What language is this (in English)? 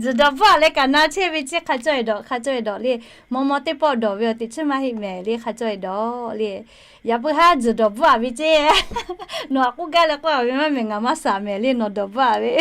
Lahu